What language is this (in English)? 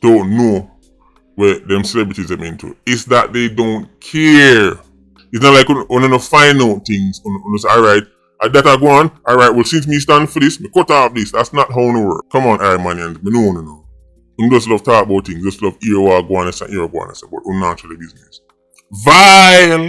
Jamaican Creole English